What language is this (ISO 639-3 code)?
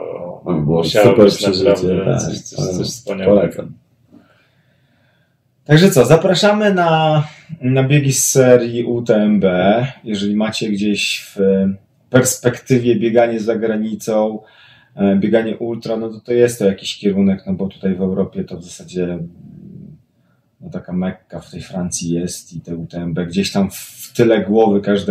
pol